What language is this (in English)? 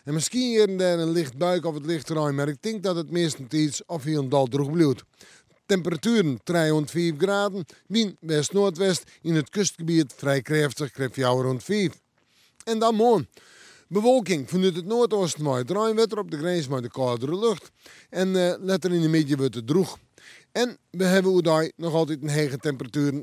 Western Frisian